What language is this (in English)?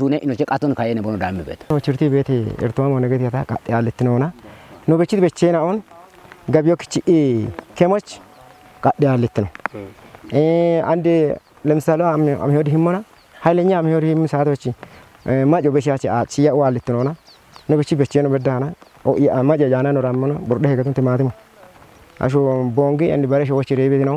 Kafa